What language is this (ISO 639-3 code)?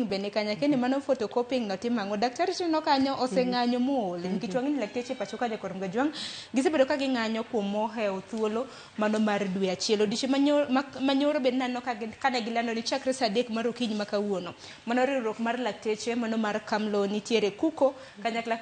luo